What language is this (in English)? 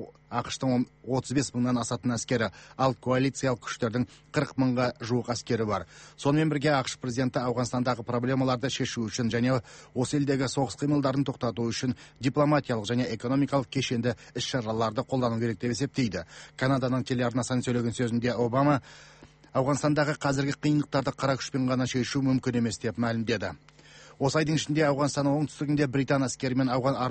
Kazakh